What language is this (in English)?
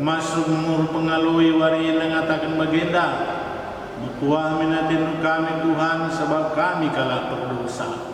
Batak Karo